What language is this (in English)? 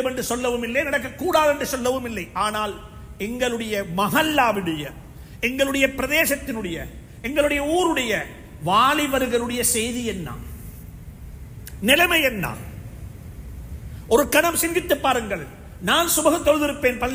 Tamil